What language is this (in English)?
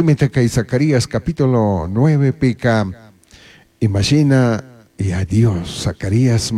Chimborazo Highland Quichua